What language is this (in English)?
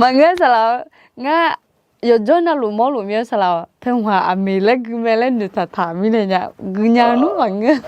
Akha